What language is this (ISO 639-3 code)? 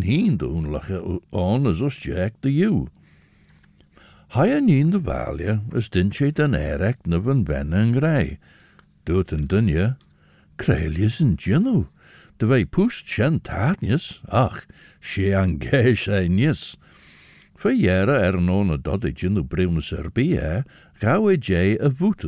eng